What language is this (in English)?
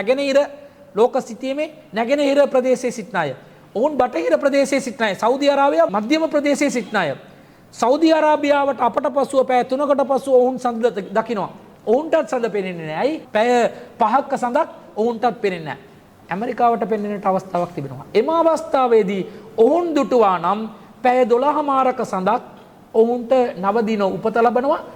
Sinhala